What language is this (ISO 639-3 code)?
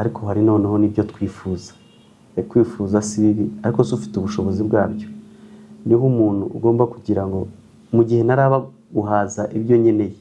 kin